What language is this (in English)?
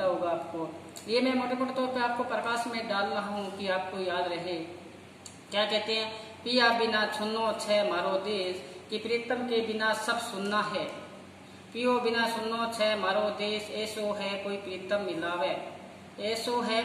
Hindi